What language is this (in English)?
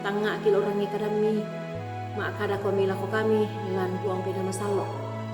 Toraja-Sa'dan